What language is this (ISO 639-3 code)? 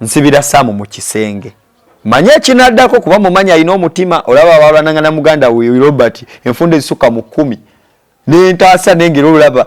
lug